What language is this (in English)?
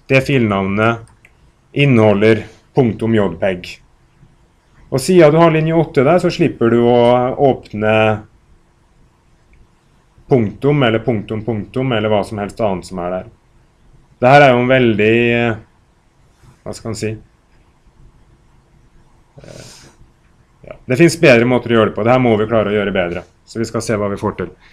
Norwegian